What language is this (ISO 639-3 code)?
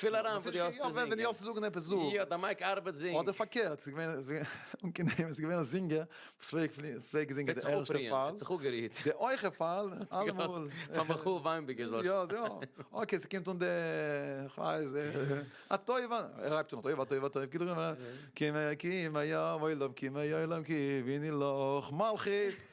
yid